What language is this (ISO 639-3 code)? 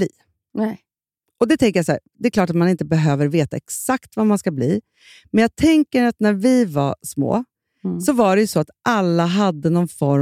swe